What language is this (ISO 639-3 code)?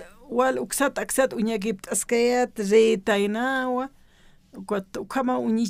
aym